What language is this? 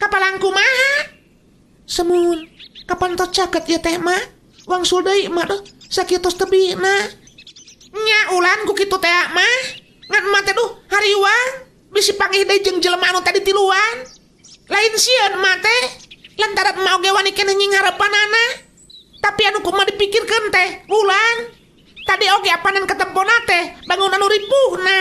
Sundanese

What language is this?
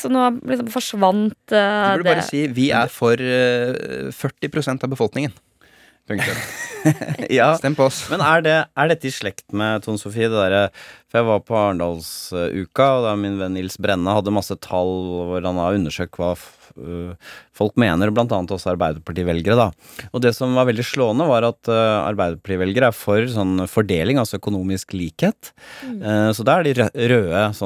Norwegian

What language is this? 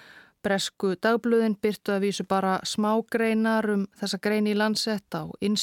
Icelandic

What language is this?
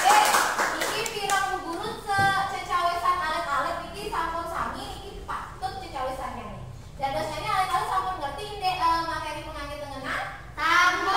Balinese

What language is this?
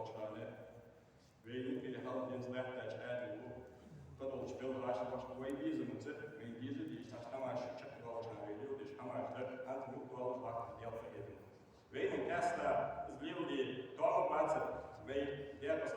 Ingush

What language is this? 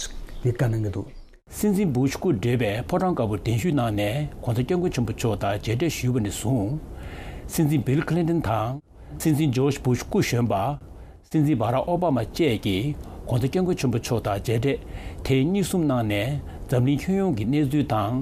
Tibetan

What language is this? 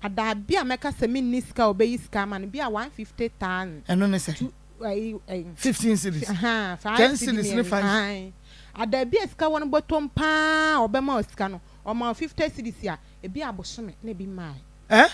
Akan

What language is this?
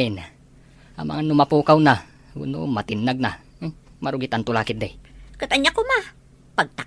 Iloko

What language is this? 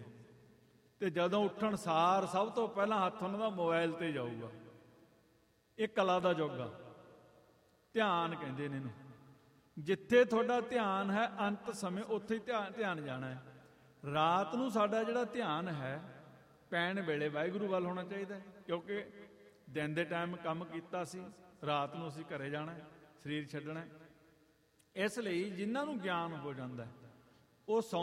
Punjabi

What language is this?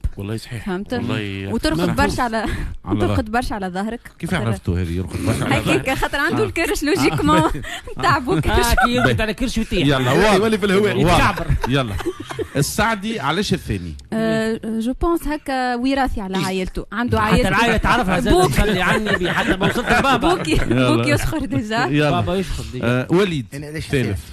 Tunisian Arabic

